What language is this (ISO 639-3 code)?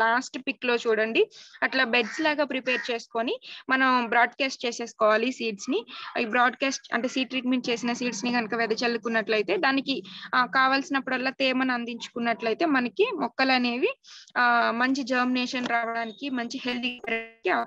tel